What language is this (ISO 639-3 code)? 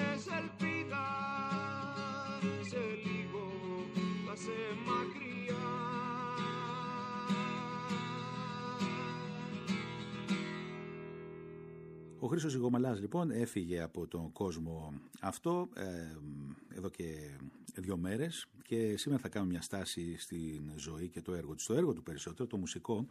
ell